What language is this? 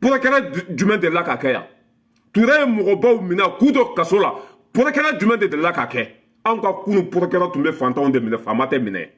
Bambara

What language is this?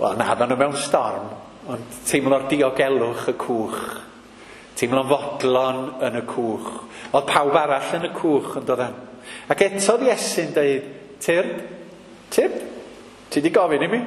Welsh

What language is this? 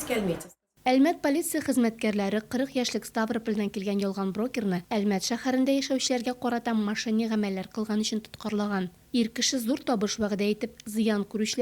Tatar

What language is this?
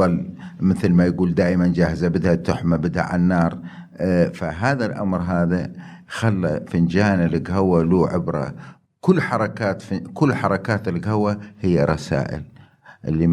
Mesopotamian Arabic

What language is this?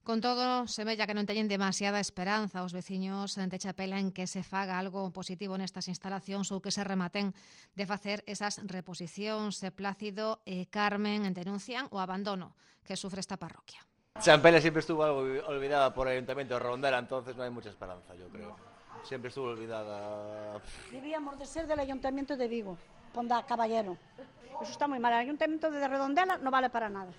Galician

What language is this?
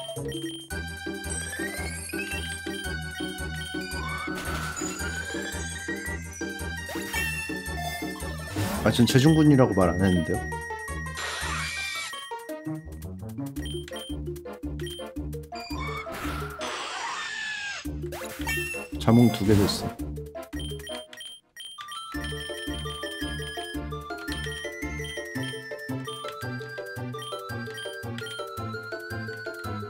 Korean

